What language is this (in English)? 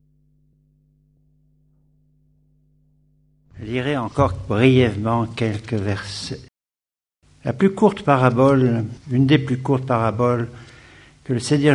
French